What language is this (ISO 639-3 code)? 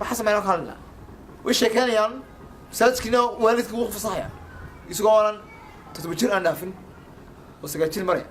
som